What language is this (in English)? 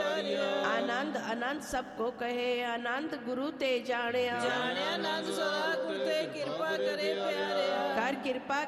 Punjabi